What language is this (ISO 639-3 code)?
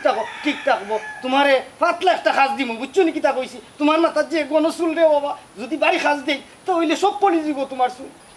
syl